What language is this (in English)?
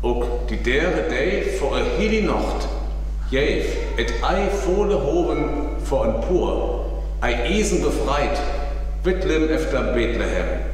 Northern Frisian